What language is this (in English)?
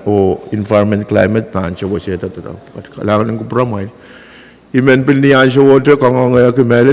Pohnpeian